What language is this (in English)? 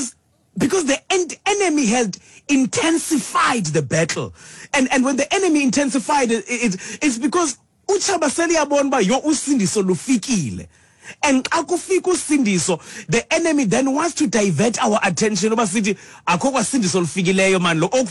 Xhosa